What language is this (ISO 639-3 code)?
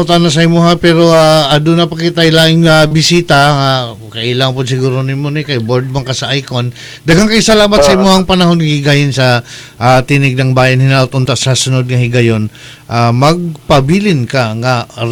ceb